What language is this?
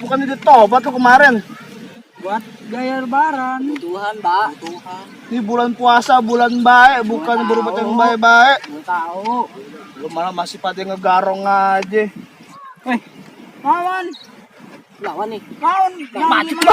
Betawi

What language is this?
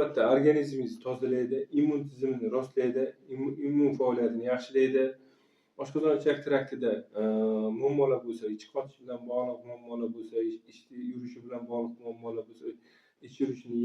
Uzbek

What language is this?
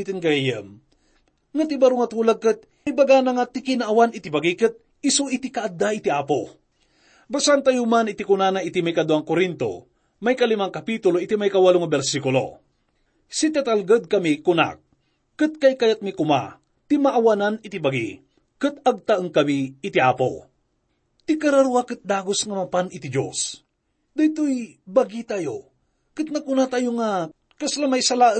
Iloko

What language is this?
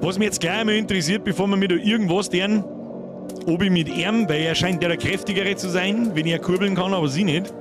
Bavarian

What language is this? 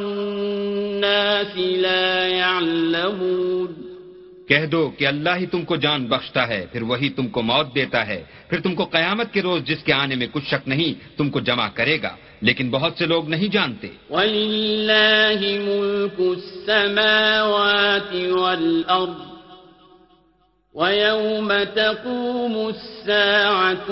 Urdu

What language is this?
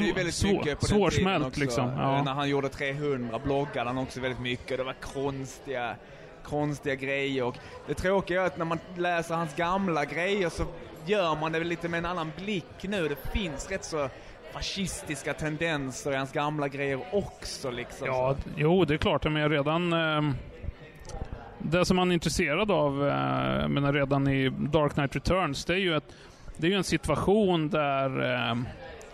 Swedish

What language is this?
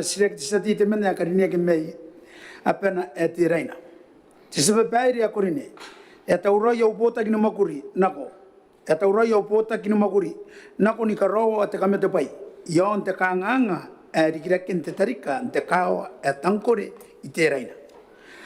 Gilbertese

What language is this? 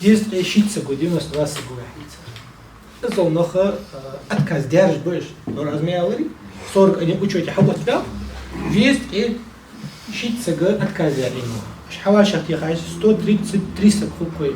Ingush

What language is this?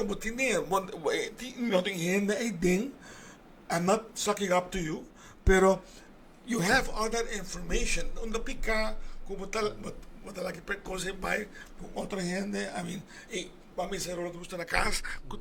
Papiamento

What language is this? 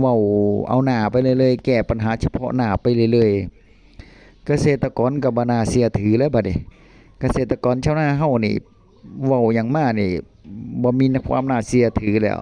Northeastern Thai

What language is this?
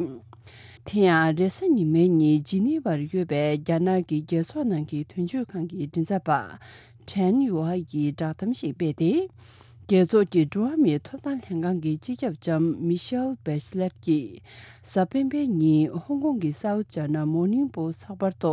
Tibetan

